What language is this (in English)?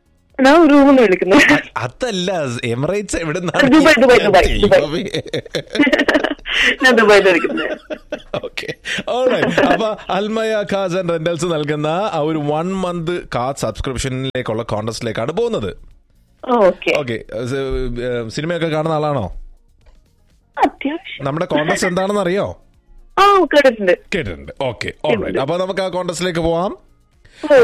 Malayalam